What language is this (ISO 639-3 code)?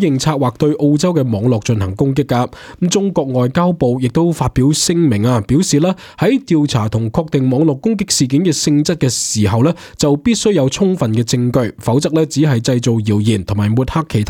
yue